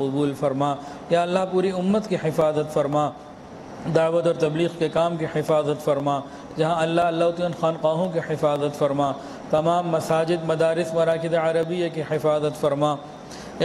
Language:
Urdu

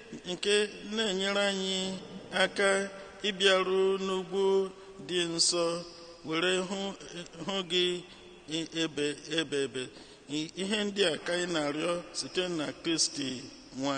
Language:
Igbo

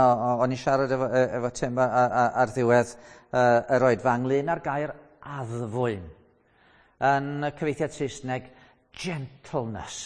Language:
Welsh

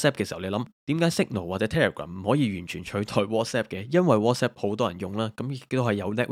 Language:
Cantonese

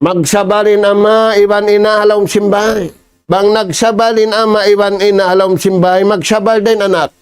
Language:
Tausug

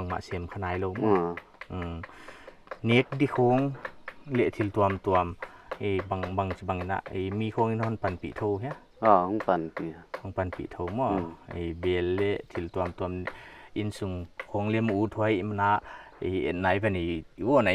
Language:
Paite Chin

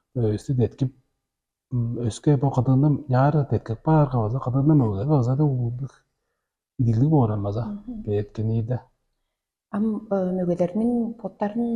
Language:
Tuvinian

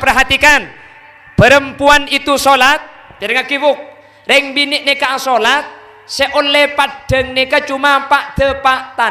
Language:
Madurese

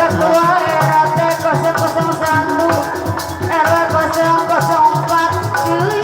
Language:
Betawi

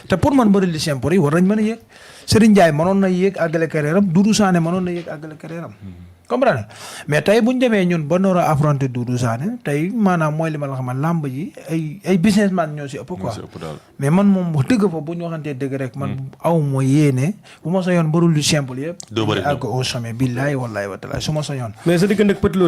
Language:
Wolof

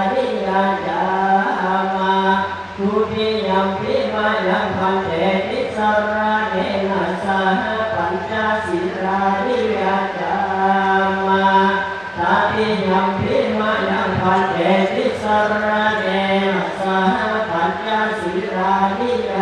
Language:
Pali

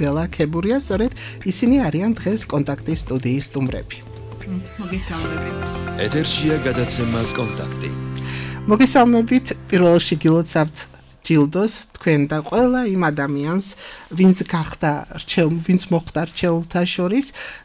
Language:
Georgian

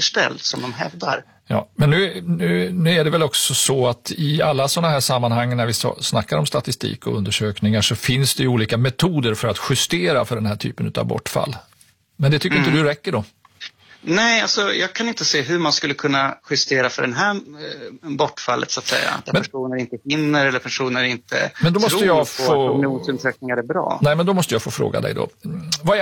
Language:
Swedish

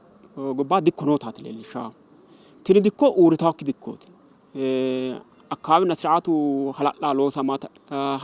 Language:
Sidamo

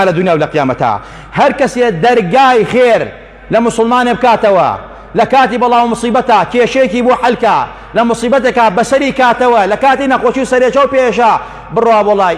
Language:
Central Kurdish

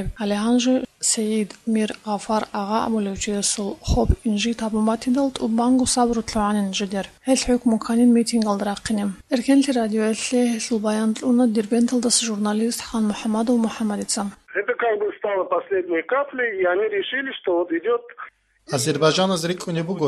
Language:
Avaric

